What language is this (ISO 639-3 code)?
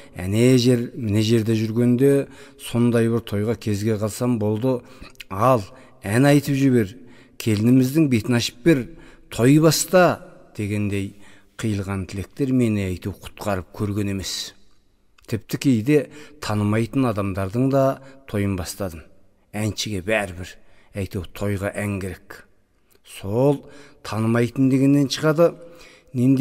kaz